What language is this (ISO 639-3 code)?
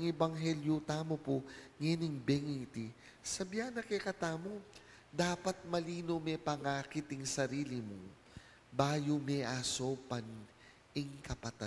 pam